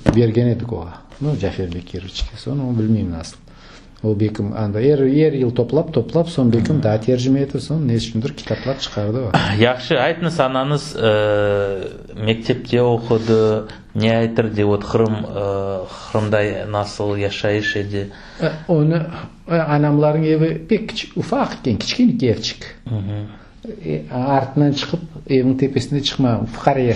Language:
Crimean Tatar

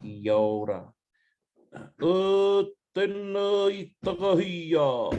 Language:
Māori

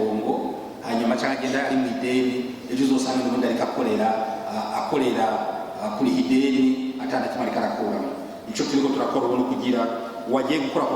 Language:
Rundi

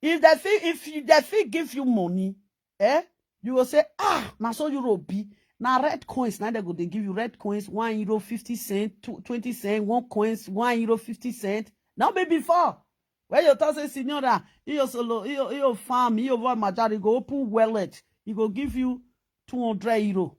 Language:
Nigerian Pidgin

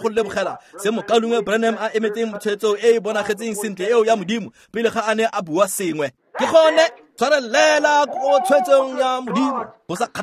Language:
Tswana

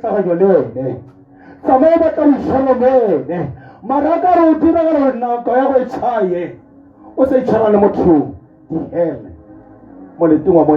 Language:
Tswana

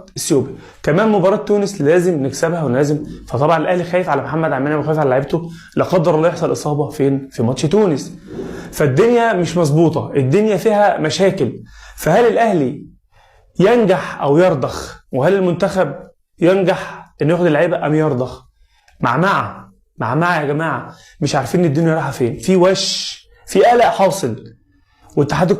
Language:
Egyptian Arabic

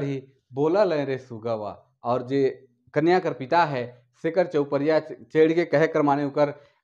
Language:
Sadri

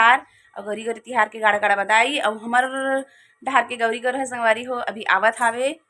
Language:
Chhattisgarhi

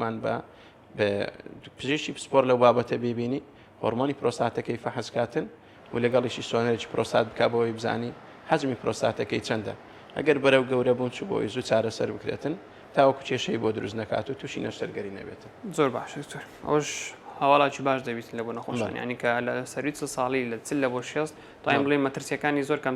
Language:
Central Kurdish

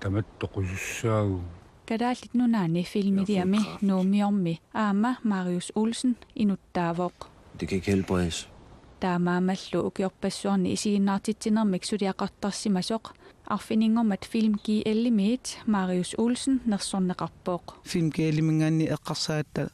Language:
Kalaallisut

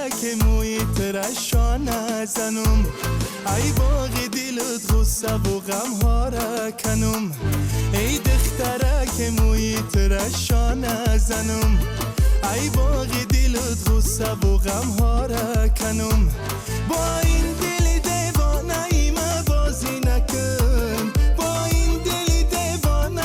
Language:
Tajik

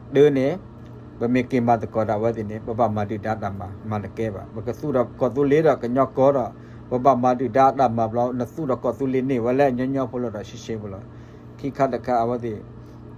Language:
S'gaw Karen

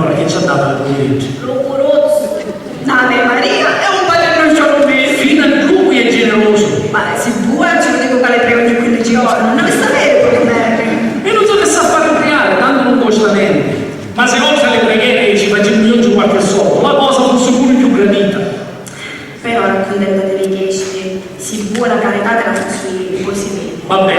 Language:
Sicilian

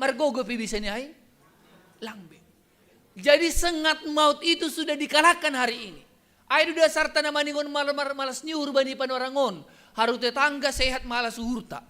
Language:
Batak Simalungun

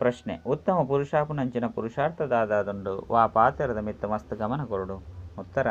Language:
Tulu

